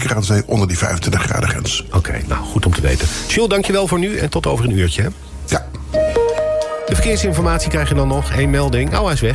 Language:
Dutch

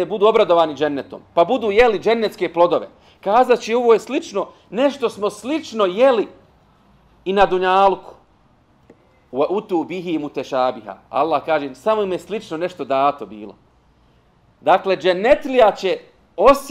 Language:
Bosnian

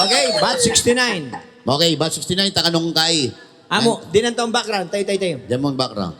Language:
Pampanga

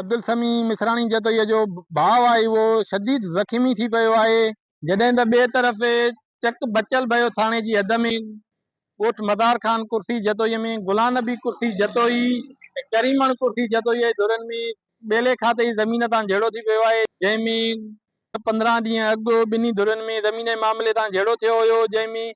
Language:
Sindhi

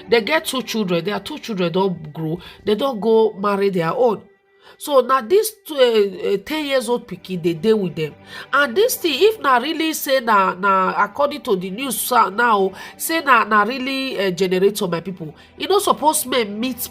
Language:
Nigerian Pidgin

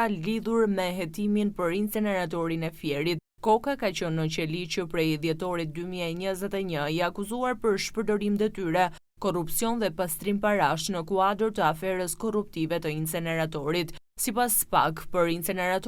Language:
Albanian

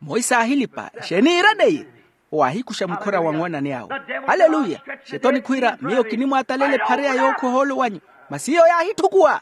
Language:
Makhuwa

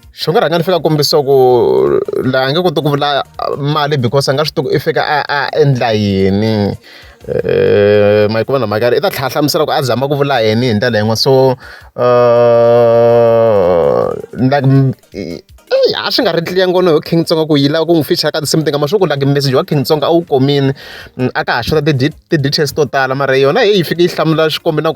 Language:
Tsonga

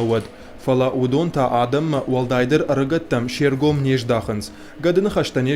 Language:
Ossetic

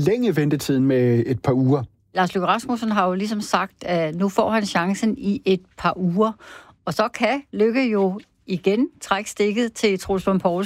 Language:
Danish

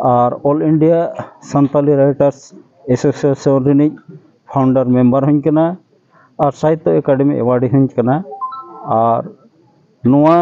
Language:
Santali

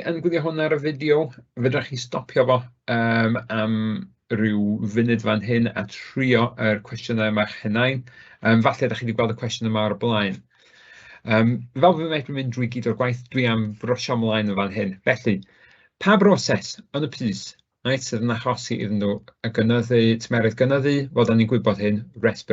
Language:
Welsh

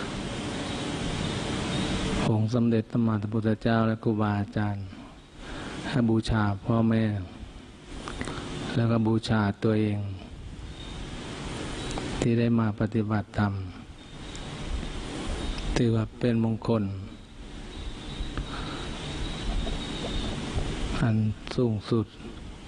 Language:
Thai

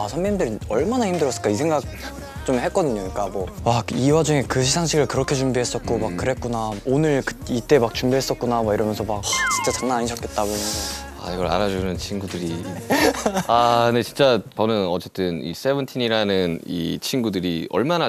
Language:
Korean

